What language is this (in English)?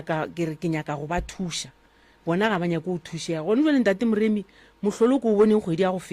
Northern Sotho